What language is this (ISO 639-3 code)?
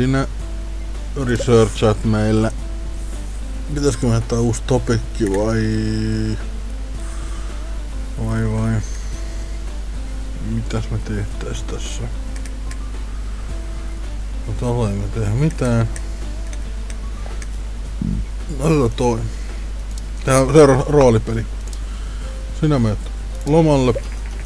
fin